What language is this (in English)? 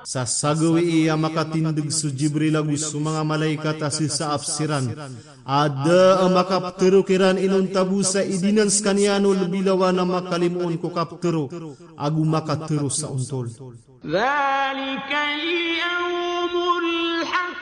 Maranao